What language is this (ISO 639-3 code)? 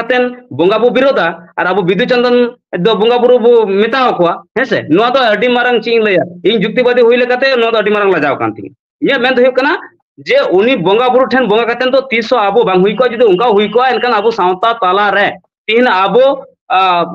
sat